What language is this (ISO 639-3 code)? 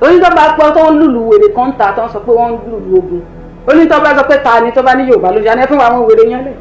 yor